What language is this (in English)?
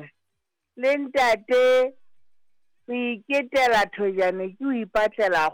Southern Sotho